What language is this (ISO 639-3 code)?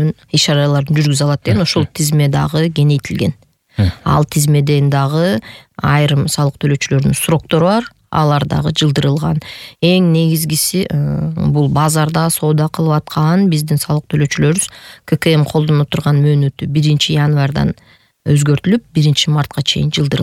kir